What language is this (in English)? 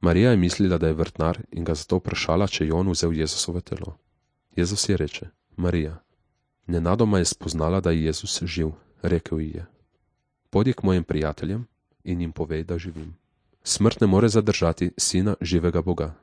Slovenian